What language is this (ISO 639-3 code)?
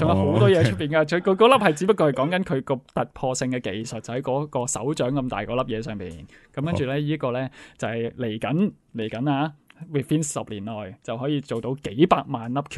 yue